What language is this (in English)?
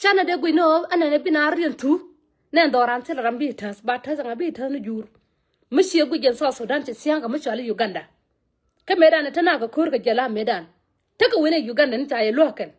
Nuer